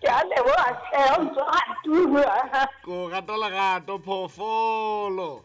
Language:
Southern Sotho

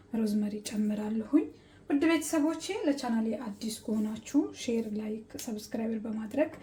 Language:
Amharic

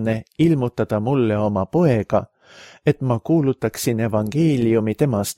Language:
Estonian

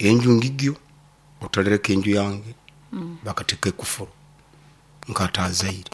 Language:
Nyoro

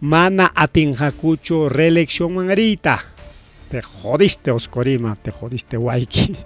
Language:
Ayacucho Quechua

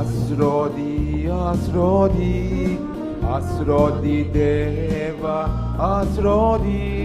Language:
Konkani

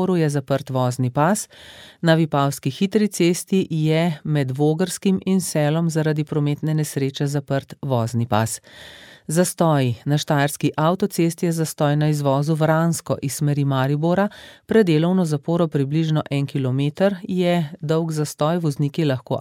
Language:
Slovenian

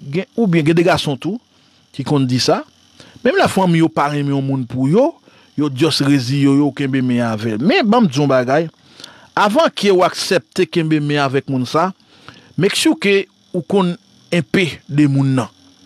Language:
Haitian Creole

